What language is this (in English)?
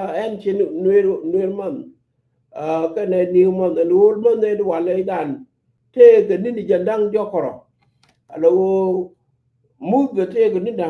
Nuer